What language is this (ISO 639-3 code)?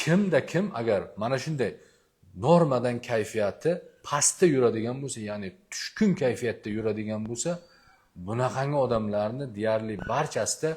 uzb